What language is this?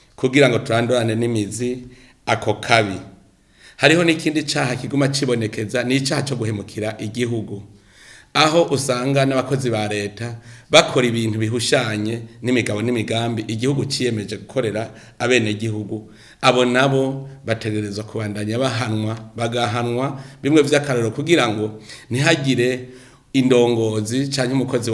Rundi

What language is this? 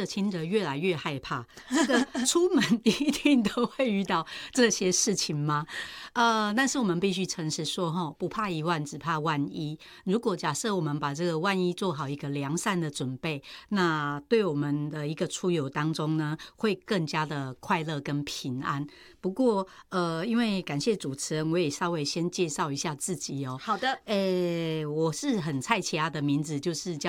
Chinese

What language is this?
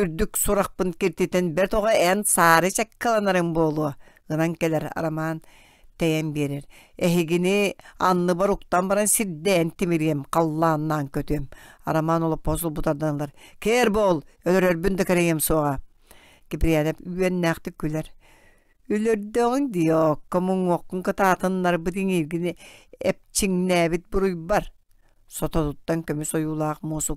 Yakut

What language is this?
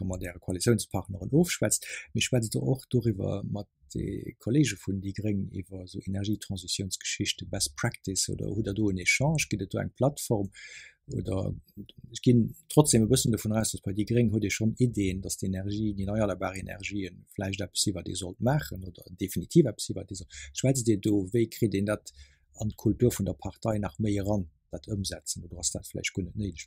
Luxembourgish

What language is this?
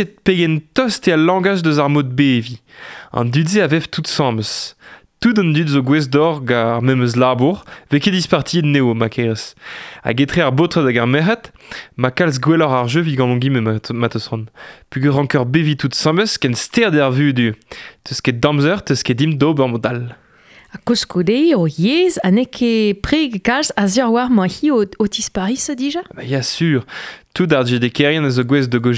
Breton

